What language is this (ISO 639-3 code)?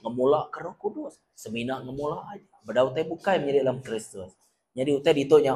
iba